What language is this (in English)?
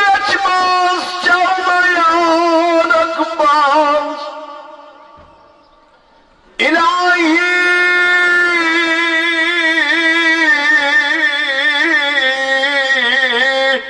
Turkish